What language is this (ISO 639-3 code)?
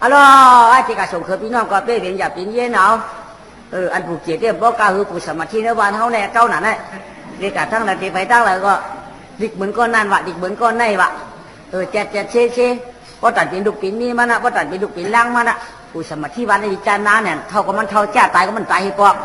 shn